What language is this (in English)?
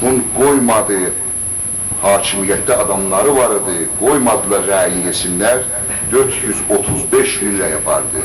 South Azerbaijani